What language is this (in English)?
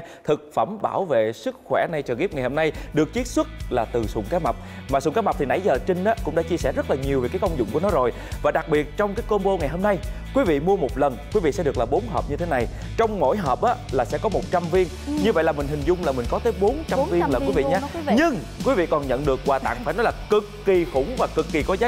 Vietnamese